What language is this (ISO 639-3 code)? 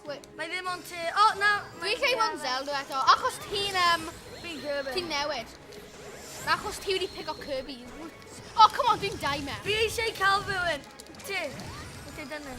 cym